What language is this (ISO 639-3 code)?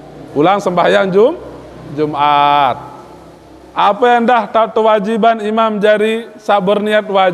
sas